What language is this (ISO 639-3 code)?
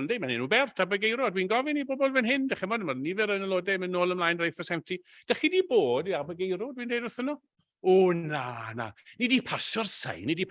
cym